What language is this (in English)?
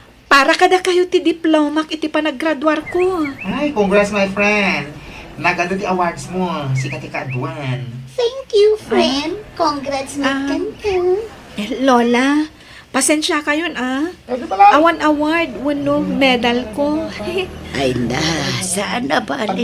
Iloko